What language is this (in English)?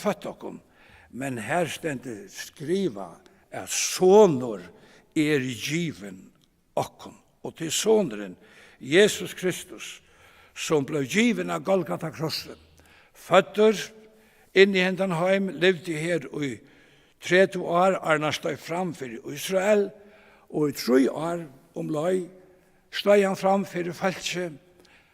Faroese